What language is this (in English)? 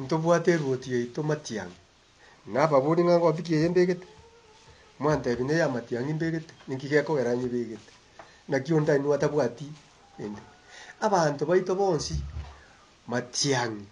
Gusii